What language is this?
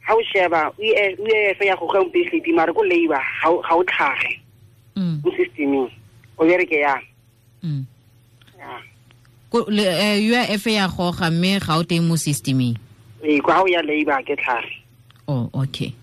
Tswana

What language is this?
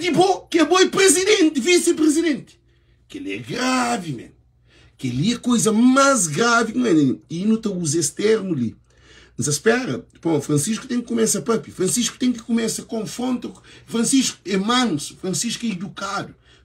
Kabuverdianu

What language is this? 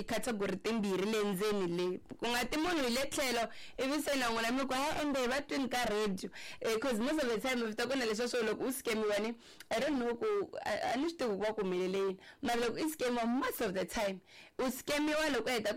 Tsonga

